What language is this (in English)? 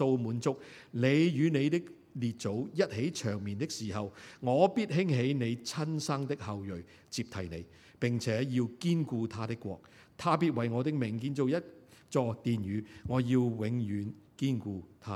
Cantonese